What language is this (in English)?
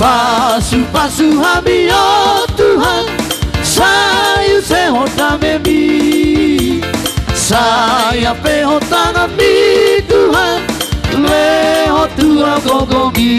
Batak Toba